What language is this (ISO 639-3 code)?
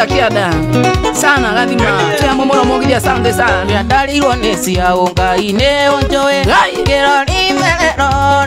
kik